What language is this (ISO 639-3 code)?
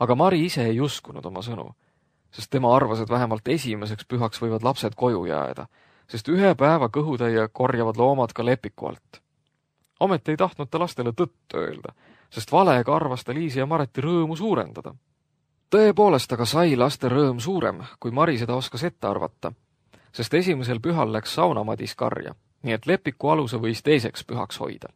est